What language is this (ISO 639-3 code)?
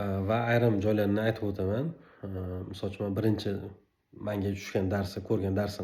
uzb